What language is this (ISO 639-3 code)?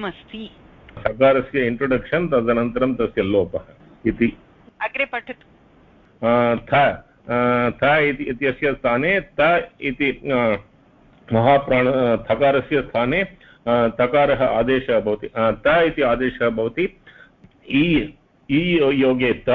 san